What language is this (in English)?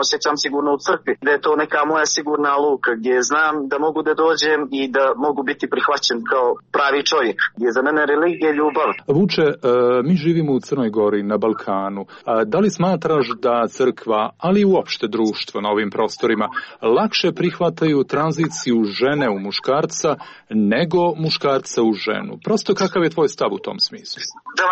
Serbian